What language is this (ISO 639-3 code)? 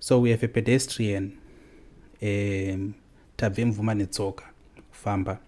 sna